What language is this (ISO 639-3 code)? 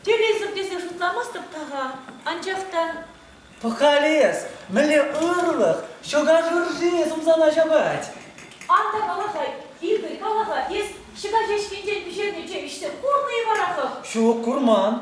chv